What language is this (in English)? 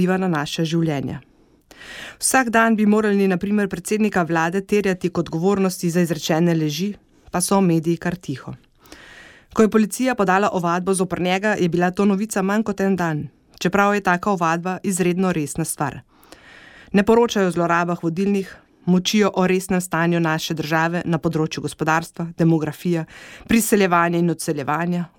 Slovenian